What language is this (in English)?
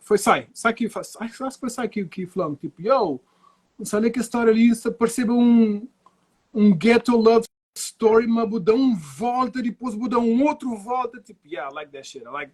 Kabuverdianu